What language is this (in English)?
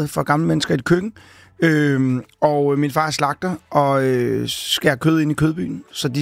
Danish